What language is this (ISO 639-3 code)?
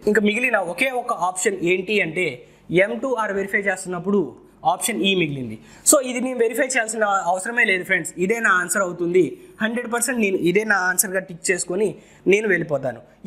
tel